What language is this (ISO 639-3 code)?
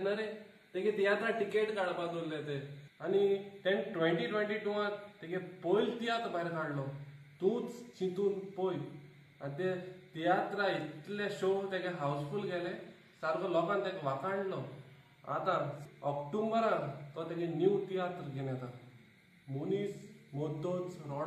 kok